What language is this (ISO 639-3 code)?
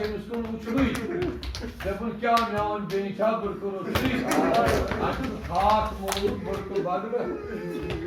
kas